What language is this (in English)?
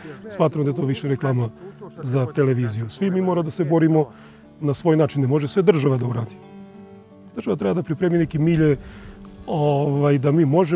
Serbian